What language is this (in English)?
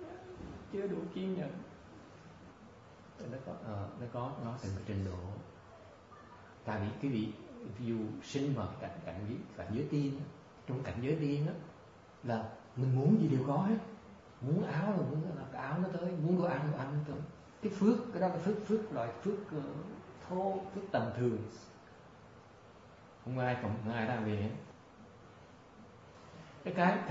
Vietnamese